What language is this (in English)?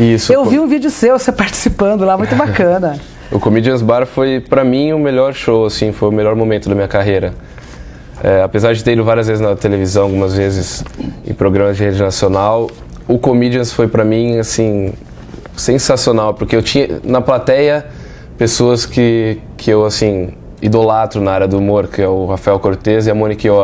Portuguese